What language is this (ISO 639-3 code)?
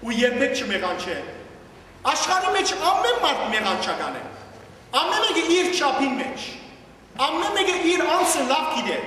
hyw